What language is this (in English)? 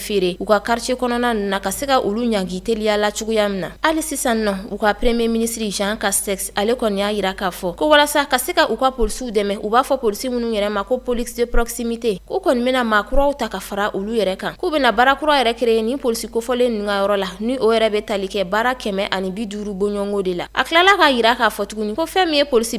Bambara